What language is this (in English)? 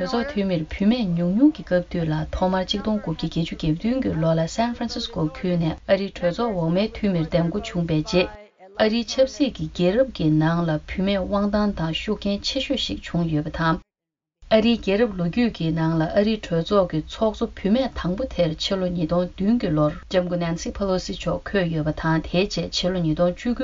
Tibetan